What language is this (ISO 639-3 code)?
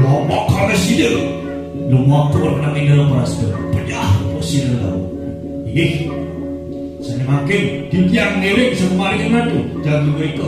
ban